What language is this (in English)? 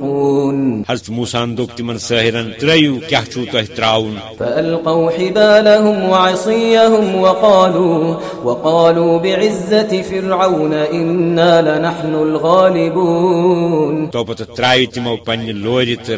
Kashmiri